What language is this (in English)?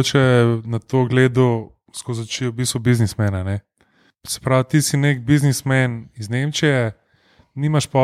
Slovenian